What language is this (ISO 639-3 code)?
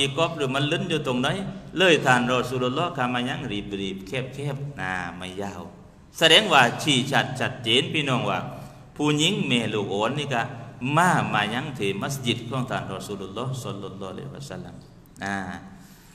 tha